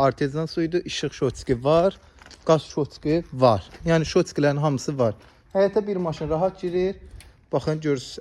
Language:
Azerbaijani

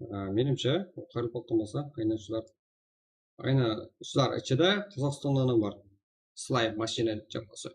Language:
Kara-Kalpak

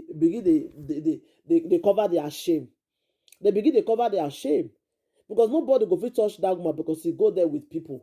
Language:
Nigerian Pidgin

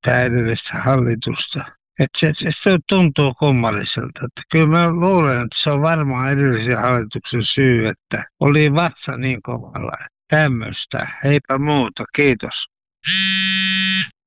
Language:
Finnish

